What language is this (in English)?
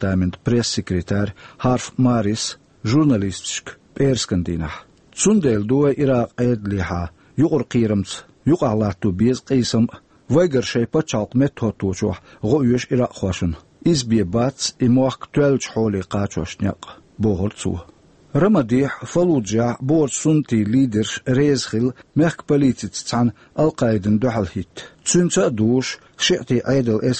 Chechen